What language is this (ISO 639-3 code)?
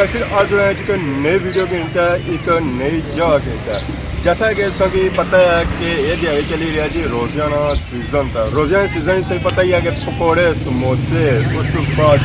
phr